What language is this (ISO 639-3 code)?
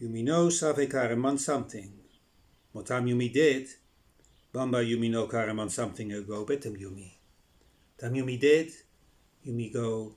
bis